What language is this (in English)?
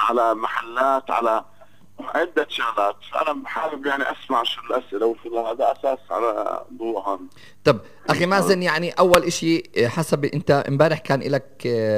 North Levantine Arabic